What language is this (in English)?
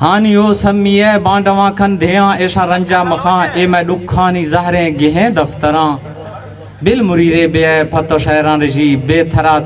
Eastern Balochi